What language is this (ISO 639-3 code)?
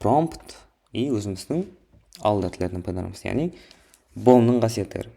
kaa